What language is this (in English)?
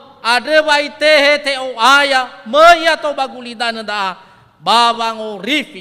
Nias